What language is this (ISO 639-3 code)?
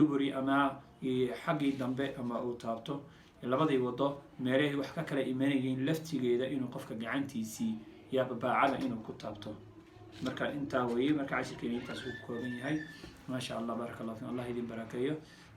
som